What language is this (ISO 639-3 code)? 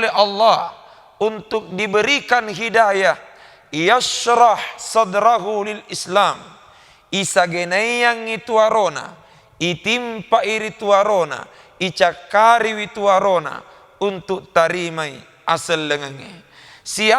bug